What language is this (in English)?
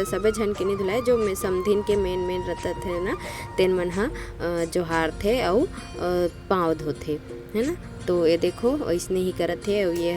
Chhattisgarhi